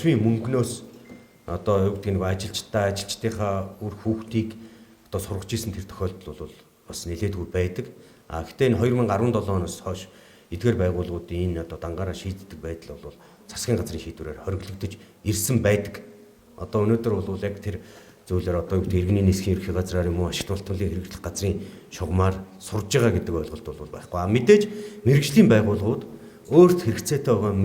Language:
Mongolian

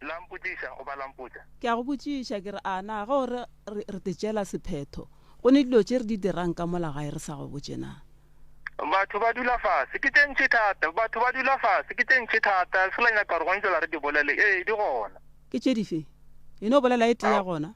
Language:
Northern Sotho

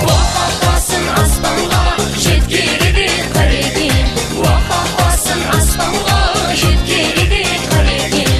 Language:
Kara-Kalpak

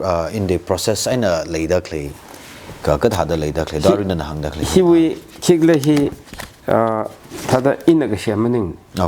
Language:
Tangkhul Naga (India)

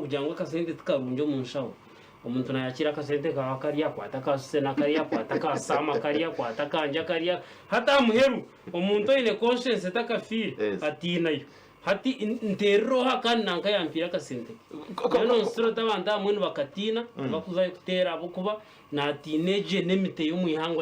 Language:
Nyankole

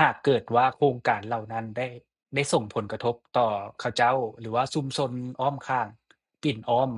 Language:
Lao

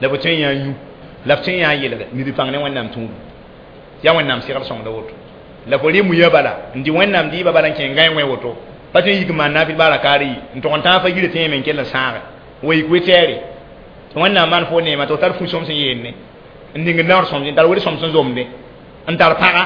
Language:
Mossi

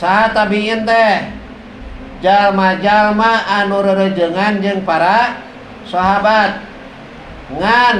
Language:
Sundanese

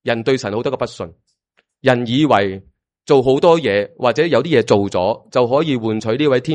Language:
Cantonese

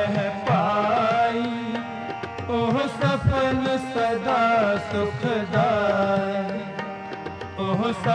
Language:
Punjabi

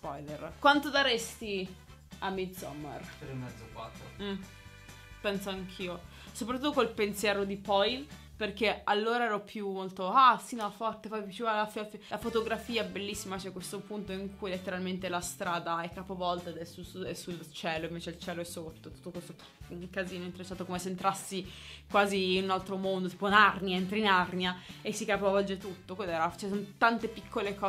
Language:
Italian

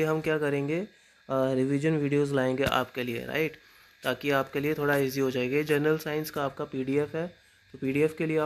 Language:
Hindi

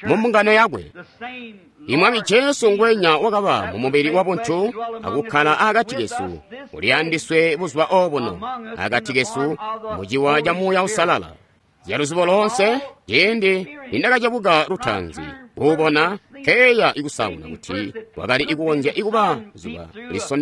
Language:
Tonga (Zambia)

